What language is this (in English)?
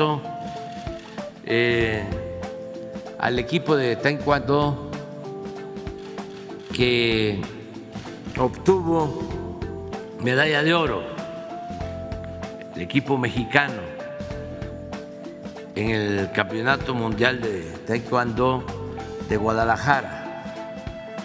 Spanish